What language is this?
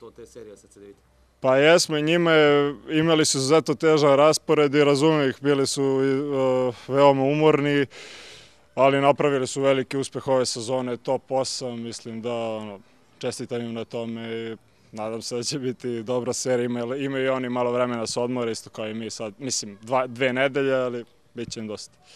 Serbian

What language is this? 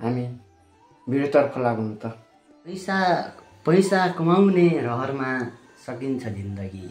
Nepali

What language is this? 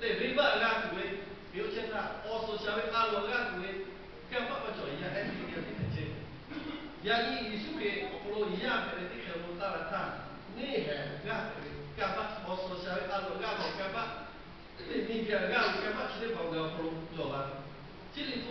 Lahu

